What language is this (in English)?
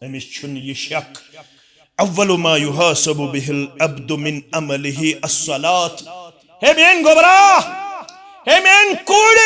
Kashmiri